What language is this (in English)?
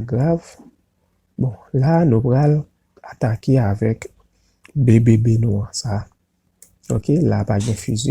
Haitian Creole